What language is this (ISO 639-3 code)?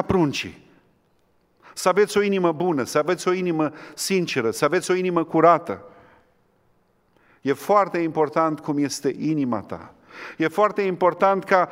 ron